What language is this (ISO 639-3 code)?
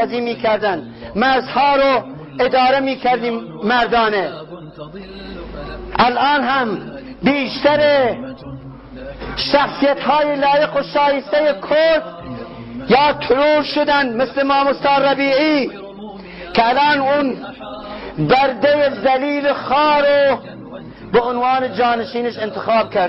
fas